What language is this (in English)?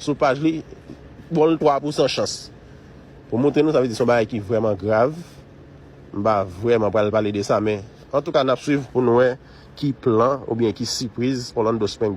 Haitian Creole